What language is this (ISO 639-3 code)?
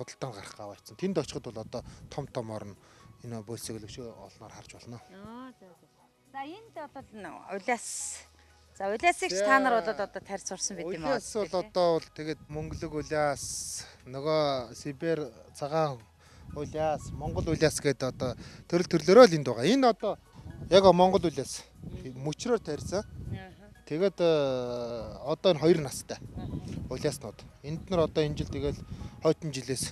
mon